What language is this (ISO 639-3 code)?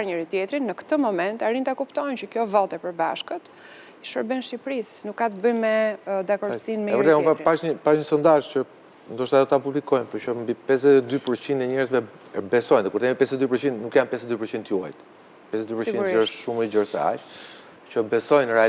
sqi